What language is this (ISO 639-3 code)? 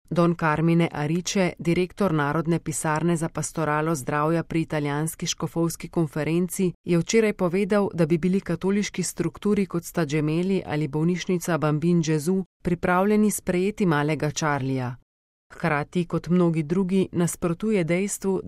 slv